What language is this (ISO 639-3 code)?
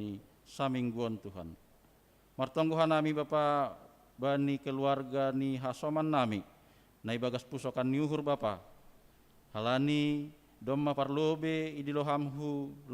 bts